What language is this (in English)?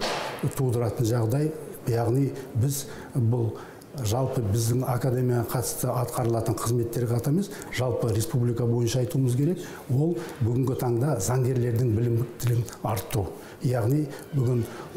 Kazakh